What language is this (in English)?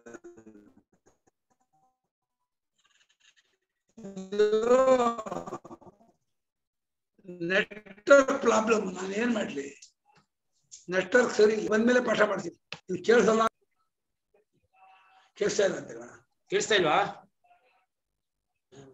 Kannada